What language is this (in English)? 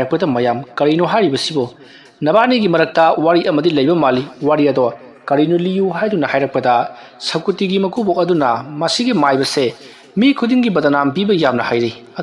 Manipuri